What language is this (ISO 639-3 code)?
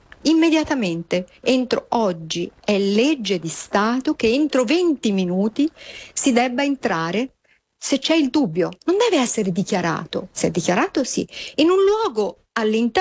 ita